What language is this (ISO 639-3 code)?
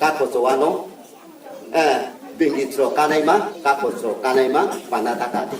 ria